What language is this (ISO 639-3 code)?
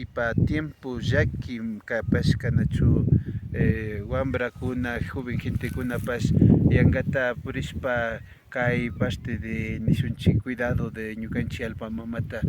qvi